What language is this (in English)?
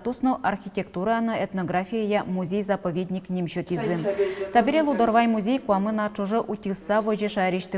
Udmurt